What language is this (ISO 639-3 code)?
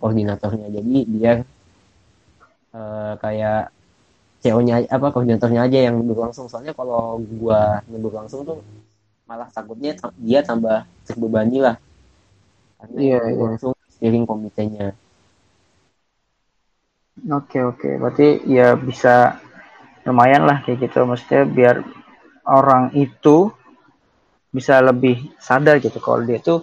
ind